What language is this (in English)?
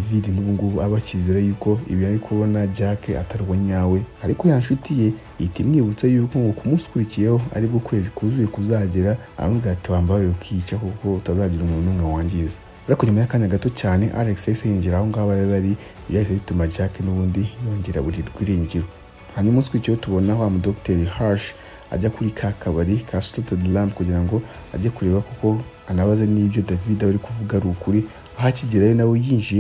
Kinyarwanda